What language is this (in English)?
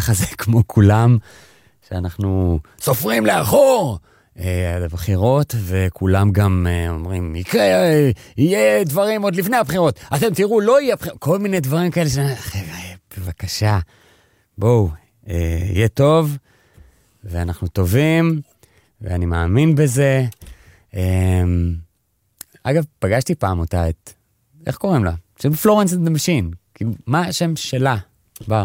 Hebrew